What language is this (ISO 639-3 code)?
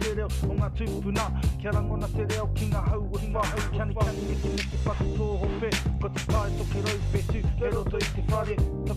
mri